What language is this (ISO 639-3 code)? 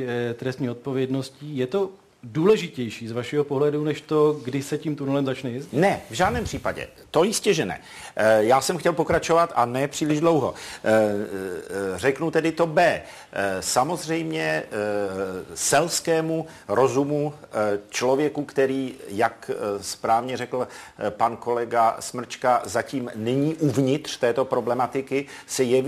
ces